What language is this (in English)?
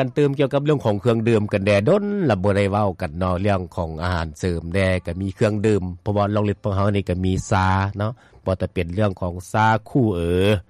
Lao